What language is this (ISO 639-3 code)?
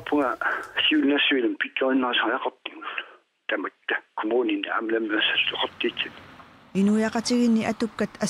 kal